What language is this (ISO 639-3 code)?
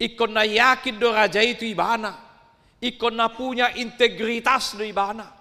bbc